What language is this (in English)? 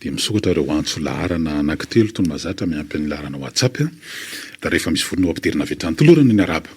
Malagasy